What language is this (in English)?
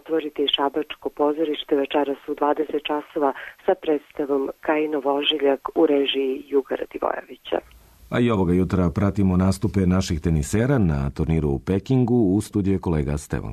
Serbian